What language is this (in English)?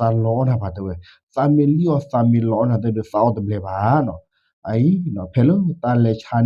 S'gaw Karen